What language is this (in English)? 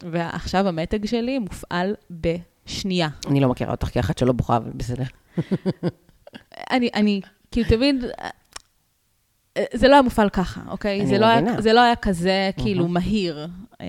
Hebrew